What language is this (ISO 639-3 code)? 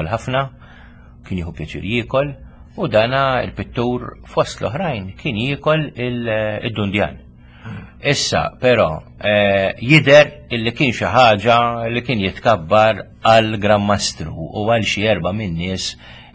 mlt